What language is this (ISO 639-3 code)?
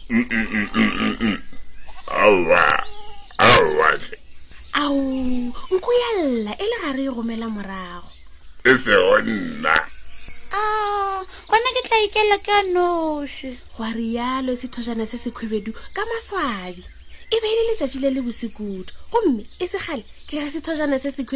nso